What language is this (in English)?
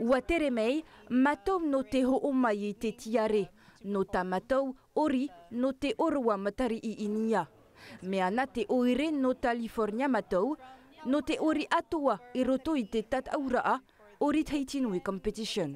Tahitian